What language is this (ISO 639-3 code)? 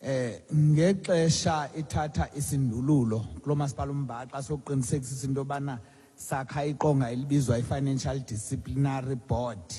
xho